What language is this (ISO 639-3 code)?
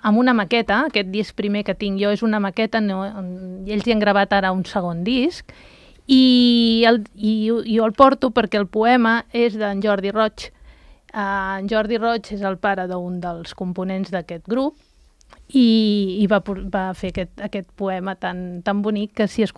cat